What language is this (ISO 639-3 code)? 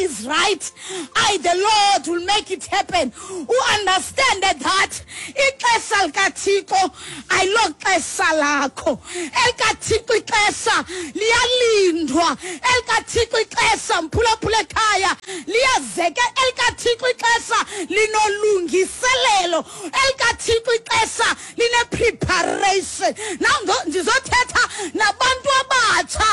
xho